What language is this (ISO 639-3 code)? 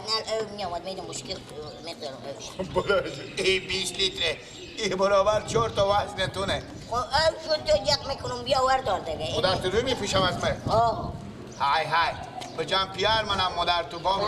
fas